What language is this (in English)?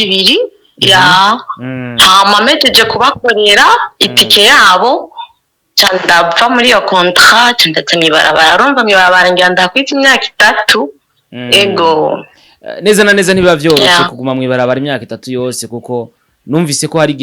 Rundi